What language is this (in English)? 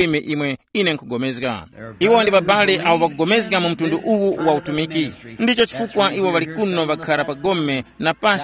Tumbuka